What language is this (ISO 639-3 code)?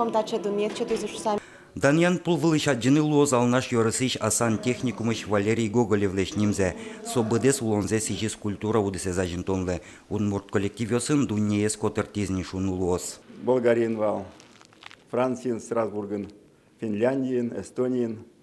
udm